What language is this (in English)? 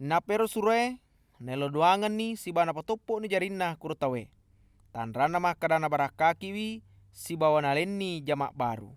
Buginese